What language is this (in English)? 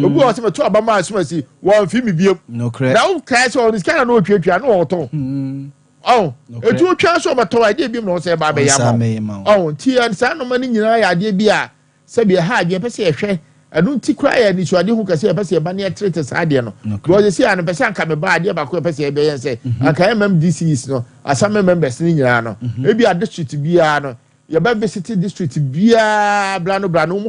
Akan